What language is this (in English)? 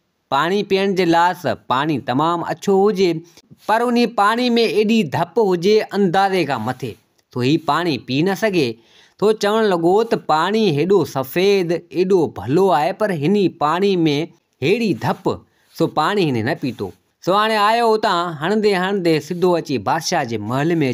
Sindhi